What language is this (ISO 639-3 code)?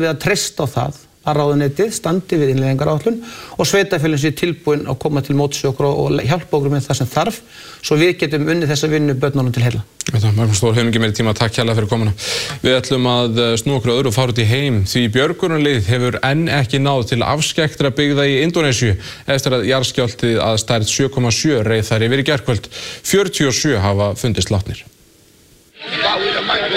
isl